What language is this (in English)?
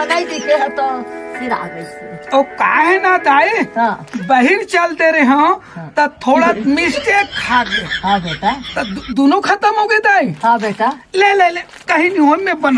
Chhattisgarhi